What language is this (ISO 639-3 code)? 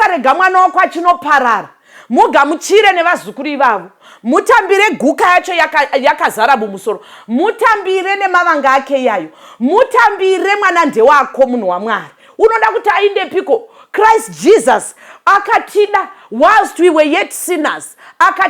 sna